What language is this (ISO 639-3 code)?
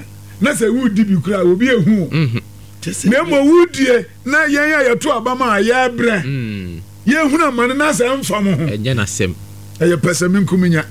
aka